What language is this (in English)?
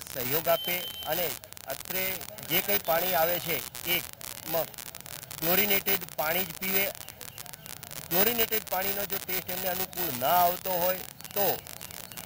Gujarati